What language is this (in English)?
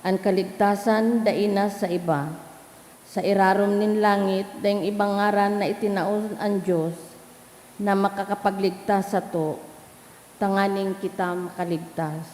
Bikol